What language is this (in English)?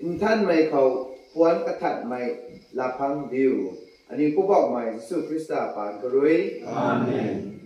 Rongmei Naga